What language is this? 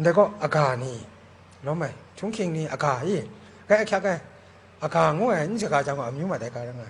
Kachin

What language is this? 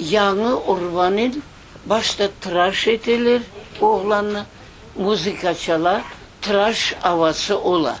Crimean Tatar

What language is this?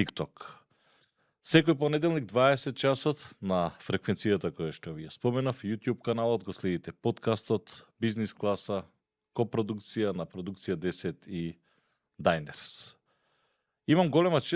Macedonian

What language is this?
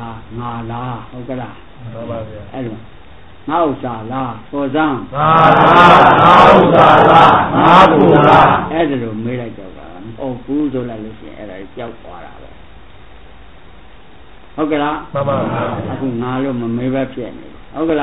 Burmese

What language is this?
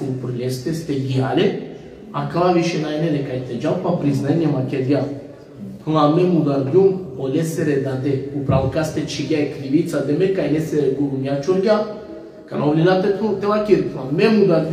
Balkan Romani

